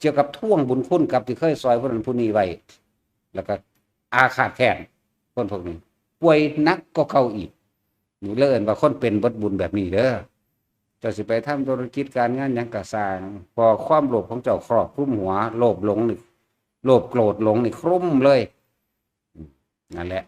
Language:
Northeastern Thai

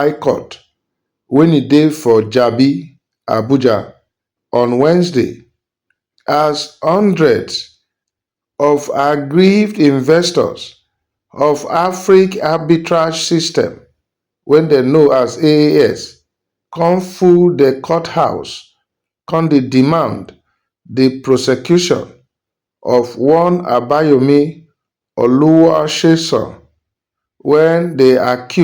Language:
Nigerian Pidgin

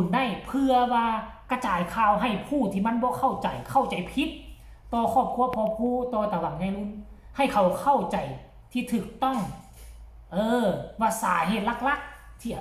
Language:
Northeastern Thai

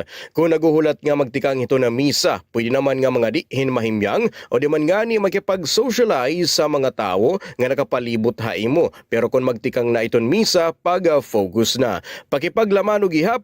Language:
Waray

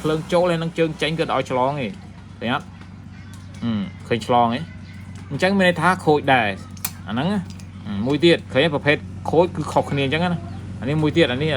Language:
Khmer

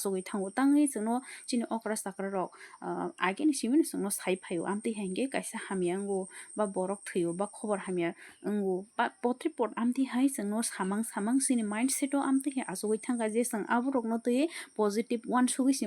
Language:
Kok Borok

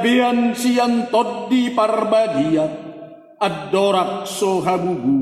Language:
Batak Toba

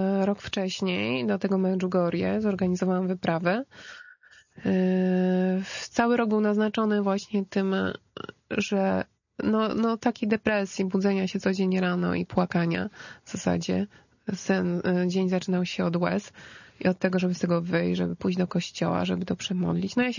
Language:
Polish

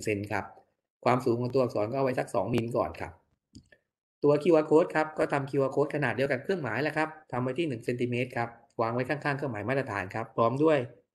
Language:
Thai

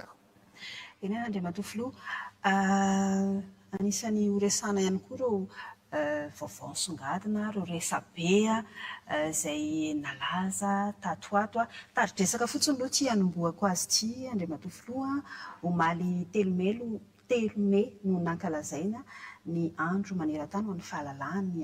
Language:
Malagasy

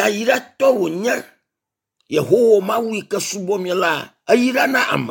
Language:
Ewe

